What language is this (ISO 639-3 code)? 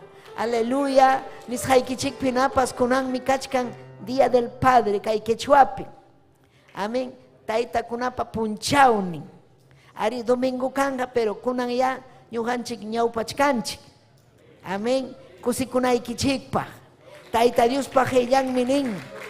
quy